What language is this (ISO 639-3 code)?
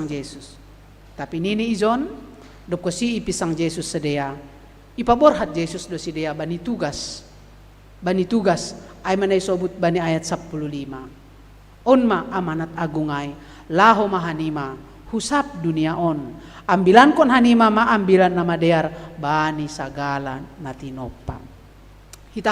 bts